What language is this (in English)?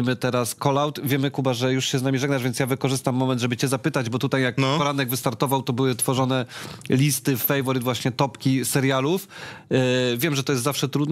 Polish